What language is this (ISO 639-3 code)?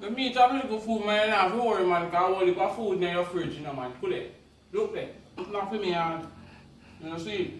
jam